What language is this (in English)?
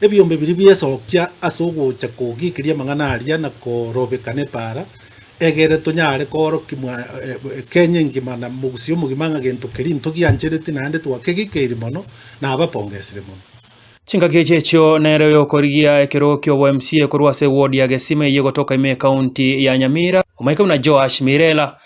Gusii